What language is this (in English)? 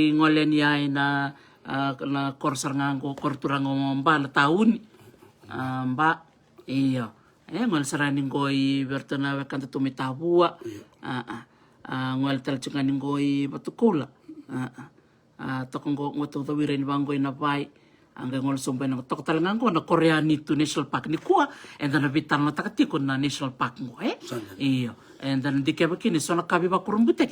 Fijian